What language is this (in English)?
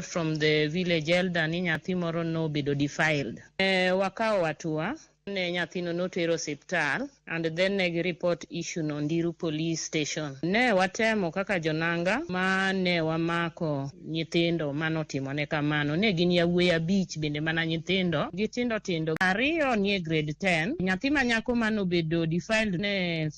Luo (Kenya and Tanzania)